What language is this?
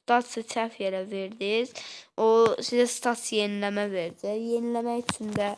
Azerbaijani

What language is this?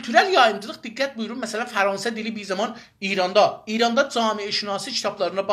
South Azerbaijani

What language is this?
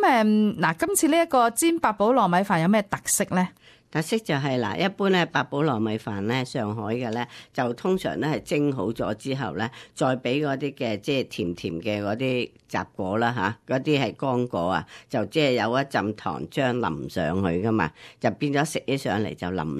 Cantonese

